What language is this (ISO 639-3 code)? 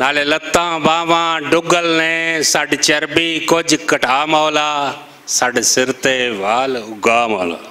lah